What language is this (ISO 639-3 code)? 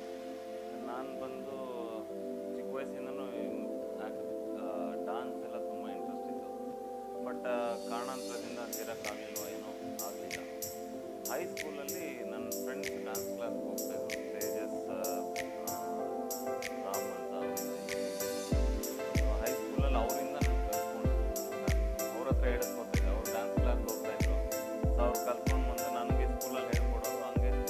kan